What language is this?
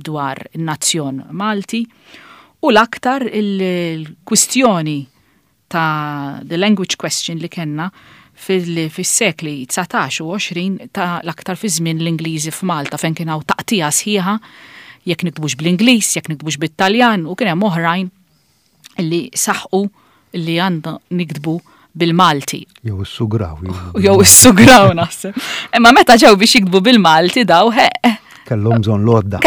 Maltese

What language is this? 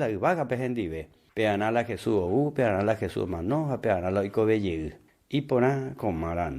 Guarani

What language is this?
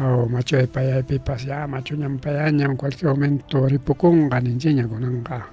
Ayacucho Quechua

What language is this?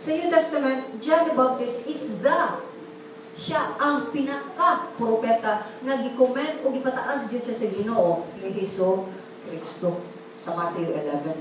Cebuano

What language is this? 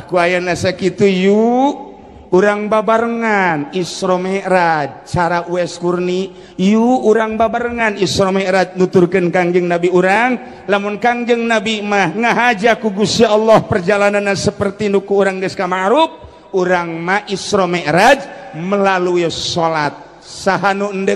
Sundanese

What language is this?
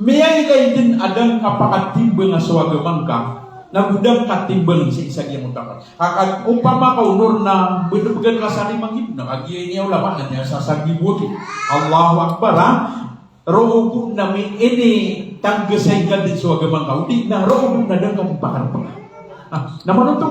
Maranao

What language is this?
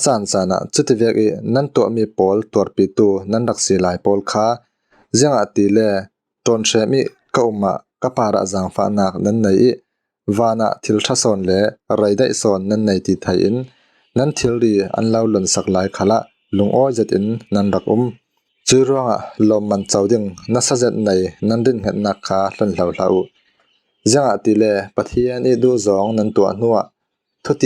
Falam Chin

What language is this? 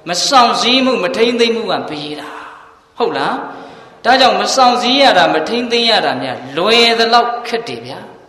Burmese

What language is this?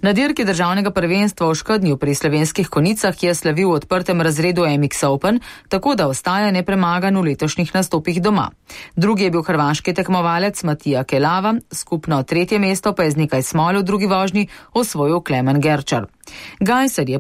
Slovenian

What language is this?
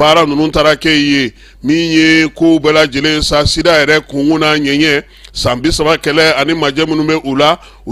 Bambara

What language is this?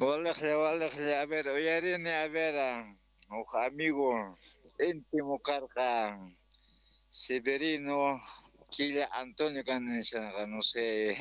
South Bolivian Quechua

